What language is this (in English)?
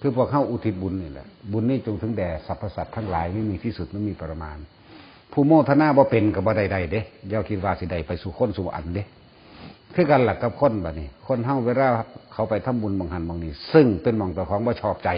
Northeastern Thai